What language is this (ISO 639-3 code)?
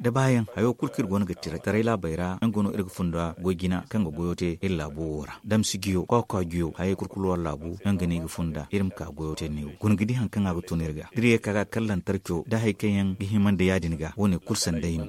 dje